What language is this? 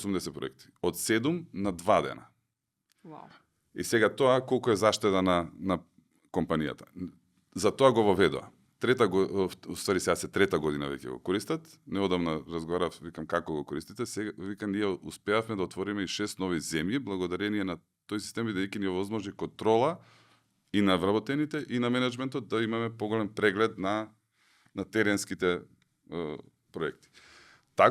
Macedonian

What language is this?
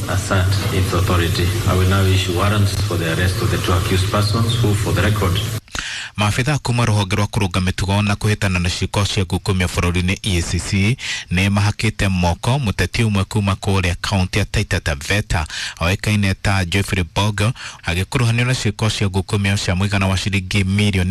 Kikuyu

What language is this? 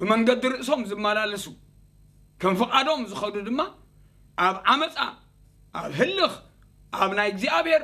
Tigrinya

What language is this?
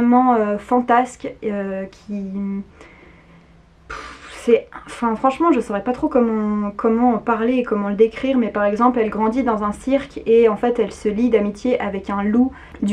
French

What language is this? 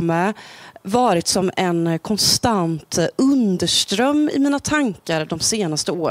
Swedish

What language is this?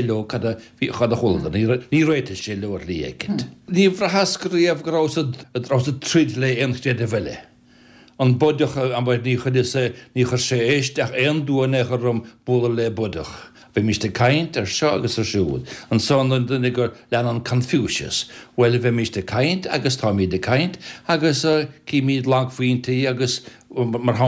Irish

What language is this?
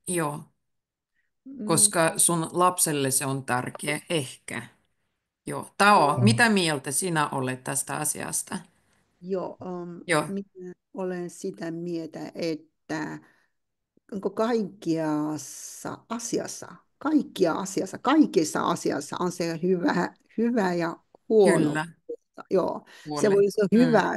Finnish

